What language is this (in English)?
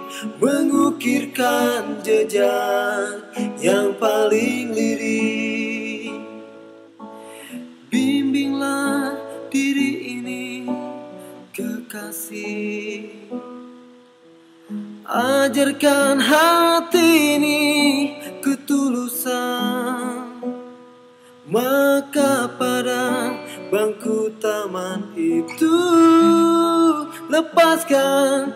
Indonesian